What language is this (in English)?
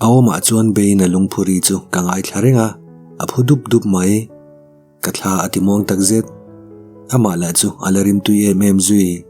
Mizo